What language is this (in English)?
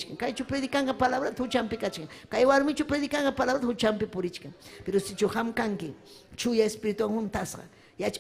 Ayacucho Quechua